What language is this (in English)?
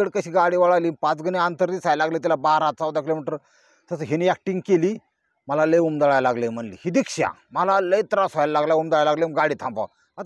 Marathi